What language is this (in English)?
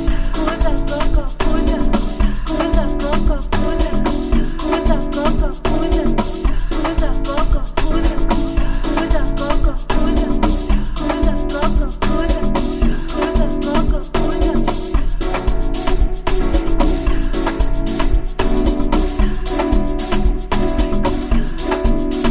Swahili